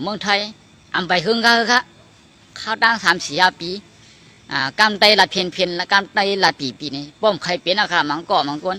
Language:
Shan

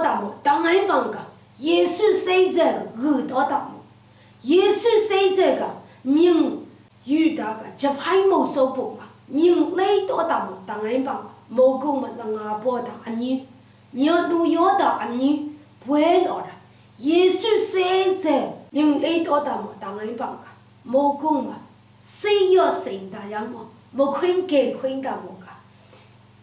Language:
Lashi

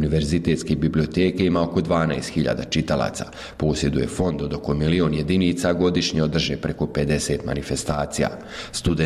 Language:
Bosnian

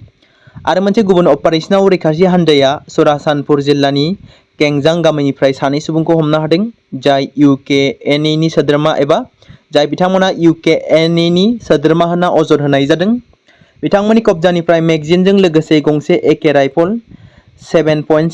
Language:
Bodo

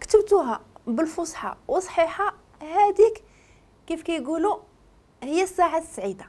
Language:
Moroccan Arabic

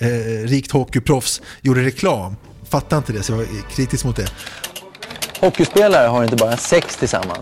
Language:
Swedish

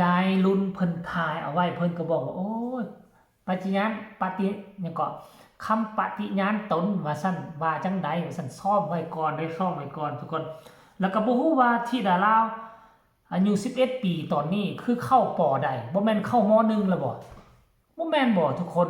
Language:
Northeastern Thai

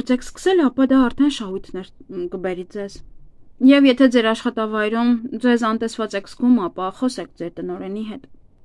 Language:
Armenian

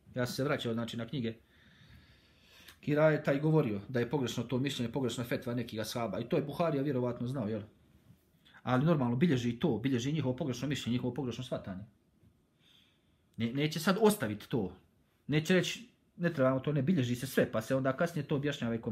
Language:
Bosnian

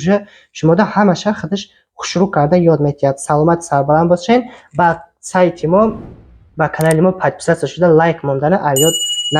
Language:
Tajik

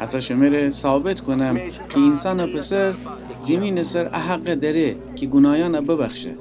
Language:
Gilaki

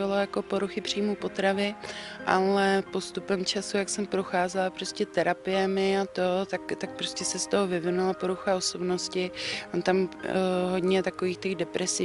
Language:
Czech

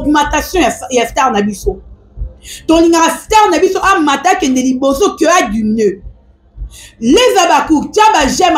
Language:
Lingala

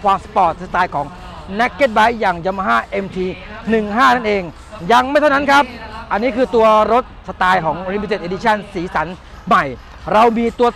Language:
Thai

